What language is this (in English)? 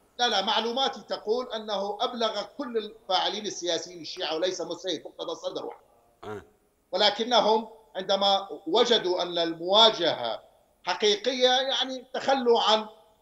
Mesopotamian Arabic